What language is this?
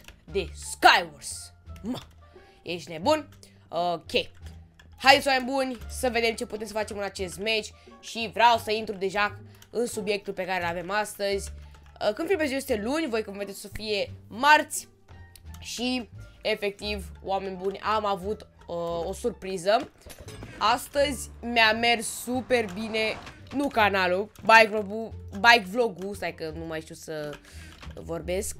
Romanian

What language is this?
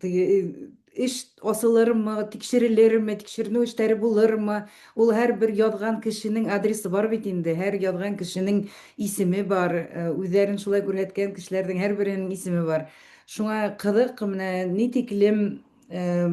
Bashkir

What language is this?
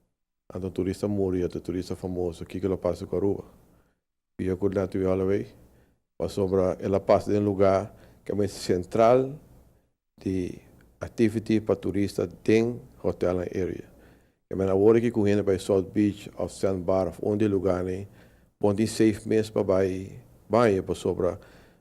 Papiamento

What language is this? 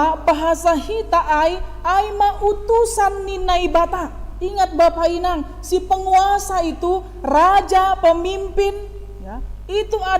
Batak Simalungun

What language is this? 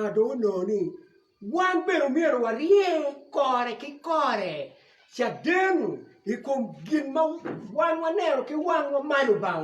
Acoli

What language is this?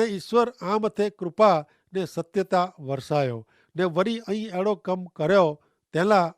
Kachhi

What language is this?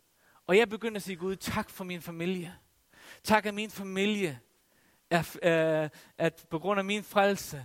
Danish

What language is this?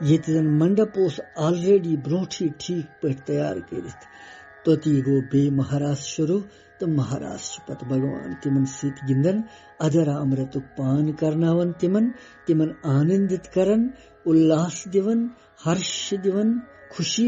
Kashmiri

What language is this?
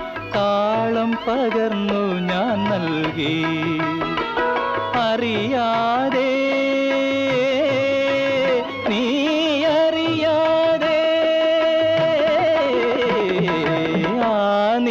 Malayalam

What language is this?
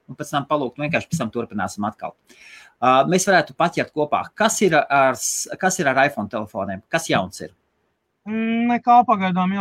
Latvian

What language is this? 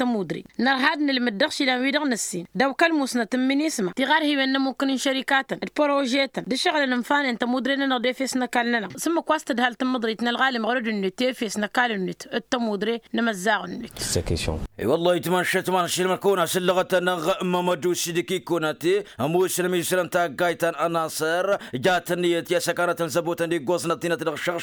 Tamasheq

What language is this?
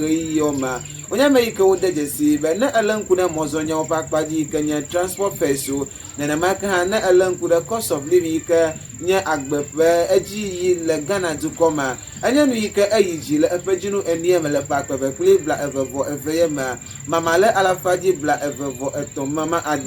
Ewe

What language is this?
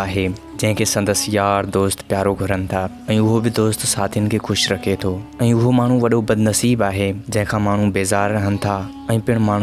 Sindhi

